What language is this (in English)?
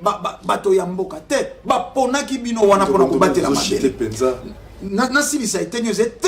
Lingala